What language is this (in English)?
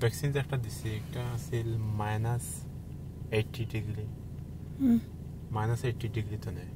Sylheti